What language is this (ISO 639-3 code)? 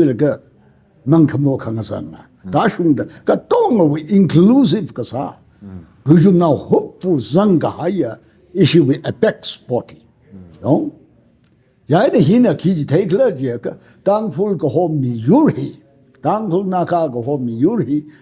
nmf